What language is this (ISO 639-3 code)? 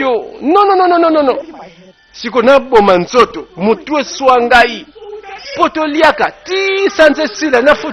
lin